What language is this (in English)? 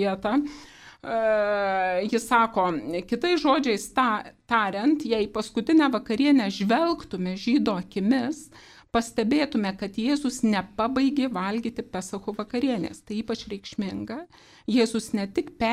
Lithuanian